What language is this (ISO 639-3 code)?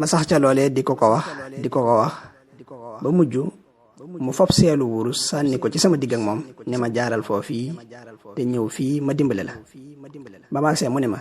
wol